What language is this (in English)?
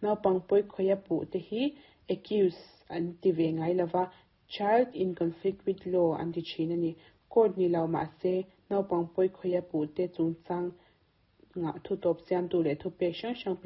Mizo